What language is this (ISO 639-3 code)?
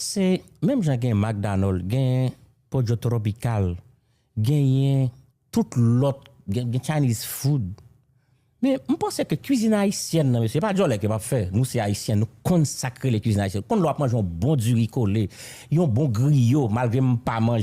hat